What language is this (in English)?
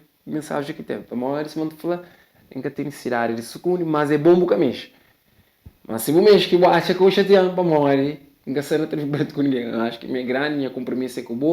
Kabuverdianu